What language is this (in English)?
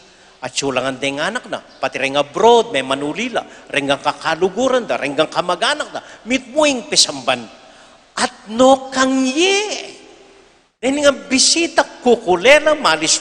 Pampanga